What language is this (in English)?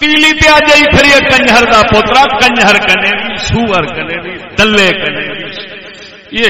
Saraiki